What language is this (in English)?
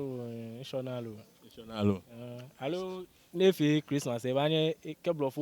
Ga